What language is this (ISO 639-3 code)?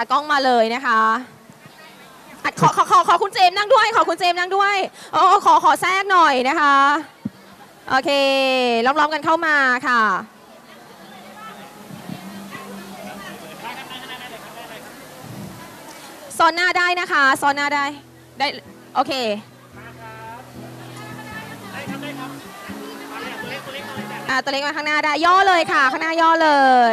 tha